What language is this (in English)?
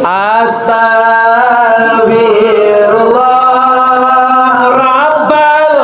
Minangkabau